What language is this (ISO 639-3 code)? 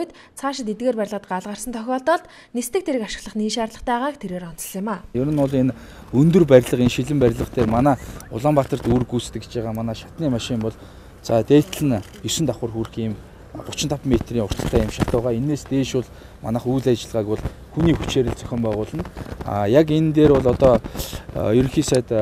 mon